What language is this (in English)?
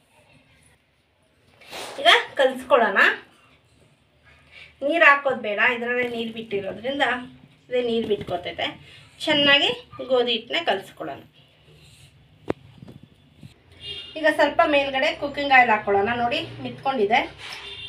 Kannada